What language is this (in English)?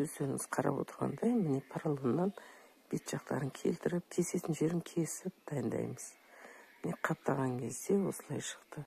Kazakh